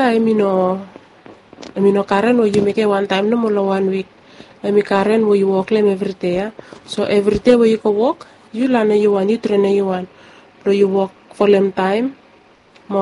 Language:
Bislama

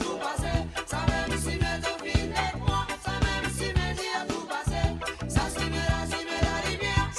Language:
Morisyen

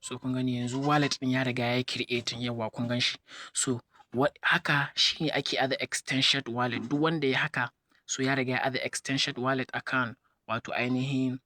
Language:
Hausa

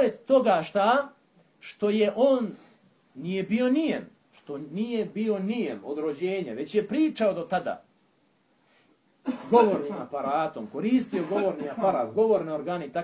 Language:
Bosnian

